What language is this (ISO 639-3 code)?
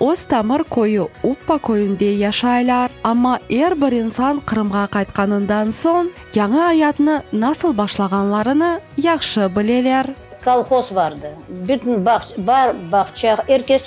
crh